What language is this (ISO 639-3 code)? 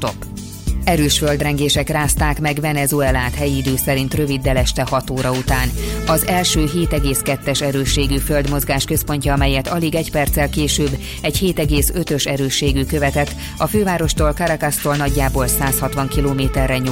hun